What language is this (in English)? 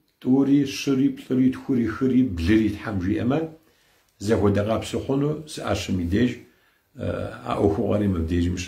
Kabardian